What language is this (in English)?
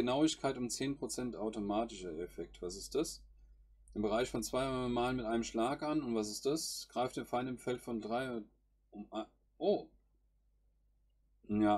German